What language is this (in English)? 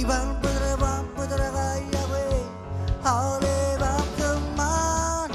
Marshallese